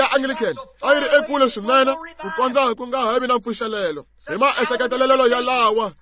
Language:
Tsonga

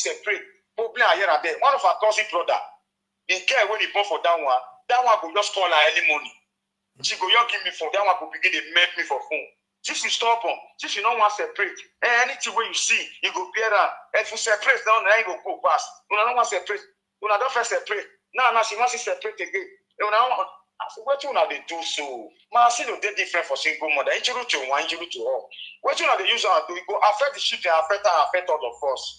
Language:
Nigerian Pidgin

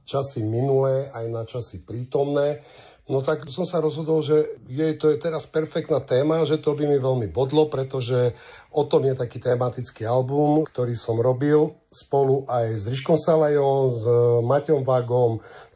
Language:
Slovak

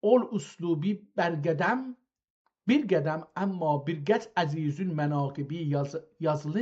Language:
South Azerbaijani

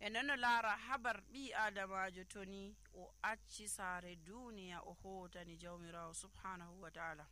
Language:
Nigerian Fulfulde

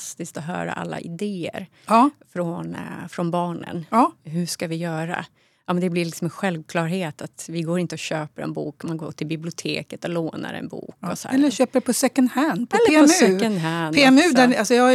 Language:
Swedish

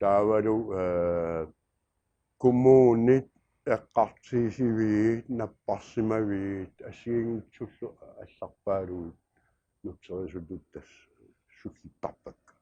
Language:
Kalaallisut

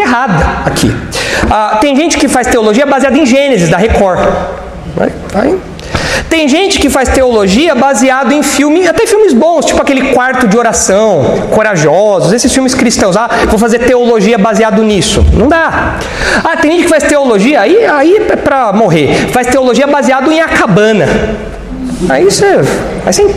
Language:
Portuguese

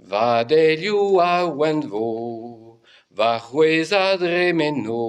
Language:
Breton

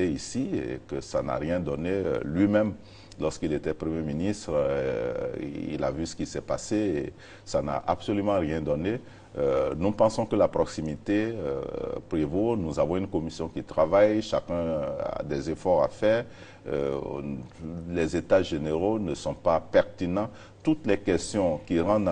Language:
French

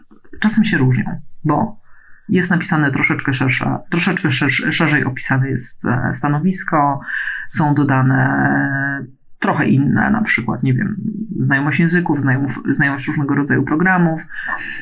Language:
Polish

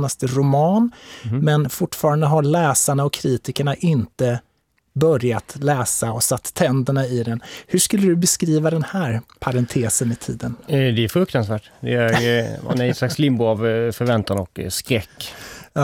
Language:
Swedish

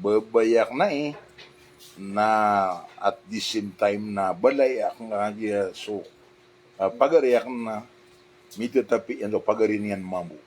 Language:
Maranao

